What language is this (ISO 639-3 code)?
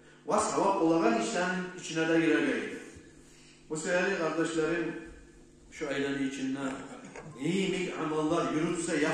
kum